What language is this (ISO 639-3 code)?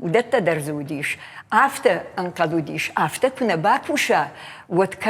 oss